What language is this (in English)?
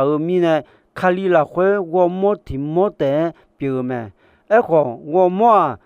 Akha